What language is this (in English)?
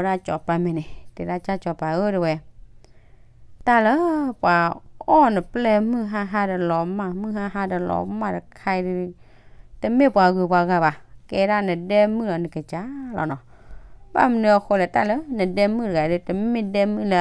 S'gaw Karen